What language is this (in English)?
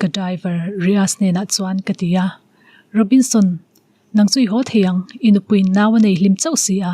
Mizo